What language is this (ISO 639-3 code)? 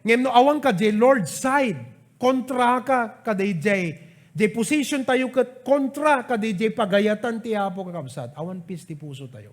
ilo